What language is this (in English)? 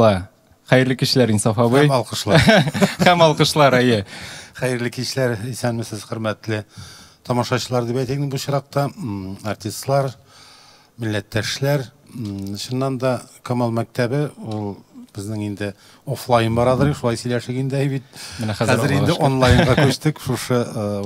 Tatar